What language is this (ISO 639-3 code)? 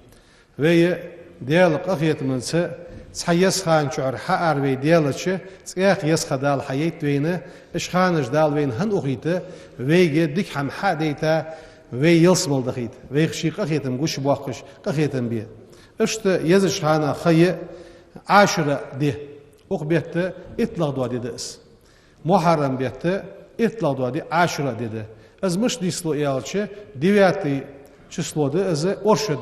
inh